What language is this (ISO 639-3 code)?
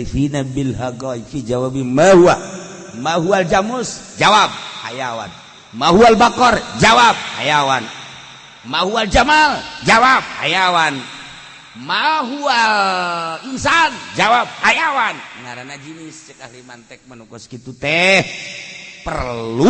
sun